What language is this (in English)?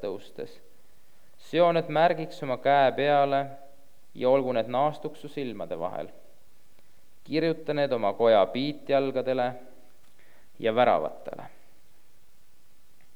Estonian